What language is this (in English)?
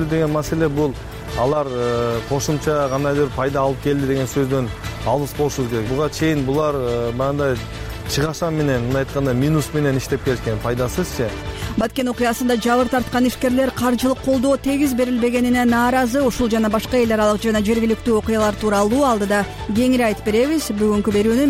Kyrgyz